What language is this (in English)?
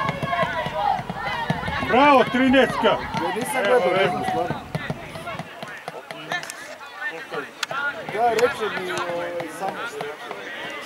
Serbian